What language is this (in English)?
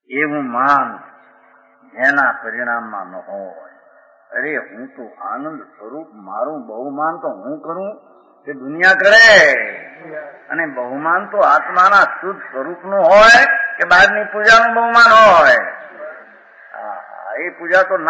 Gujarati